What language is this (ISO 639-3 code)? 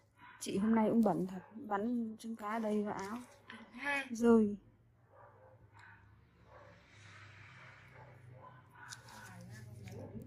vie